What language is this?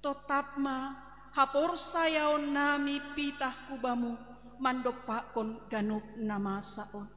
Batak Simalungun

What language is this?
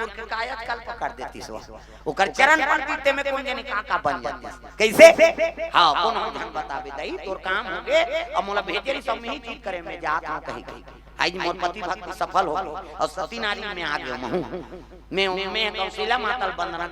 Chhattisgarhi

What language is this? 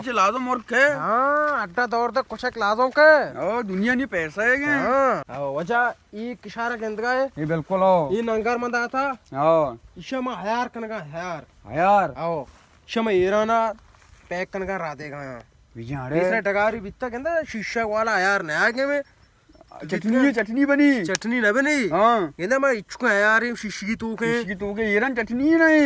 Baluchi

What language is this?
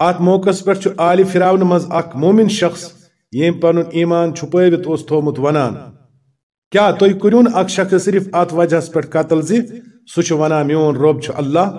Kashmiri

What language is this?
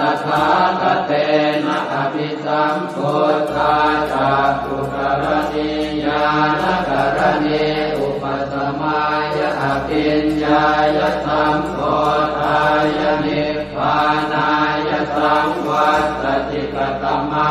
Pali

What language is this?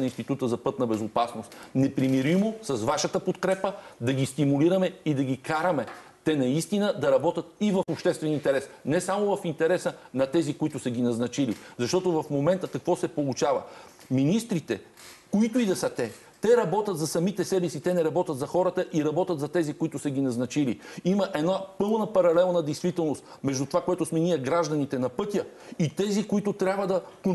Bulgarian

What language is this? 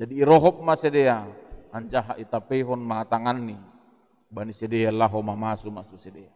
Batak Simalungun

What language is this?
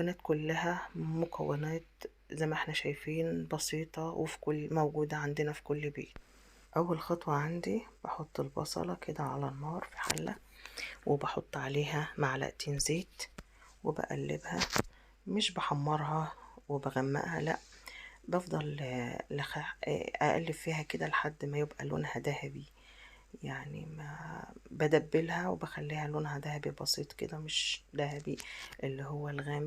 Egyptian Arabic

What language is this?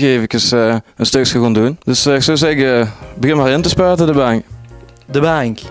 Limburgish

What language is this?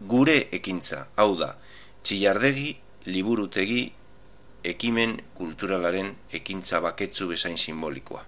Basque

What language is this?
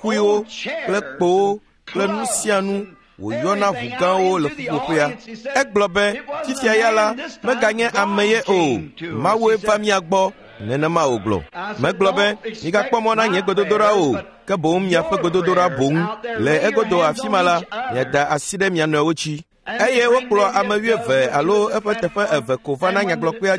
Ewe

